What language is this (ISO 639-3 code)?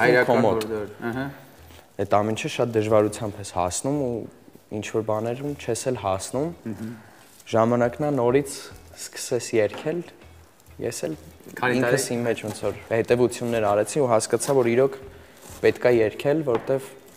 hye